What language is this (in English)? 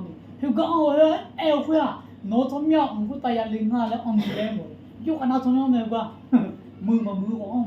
Akha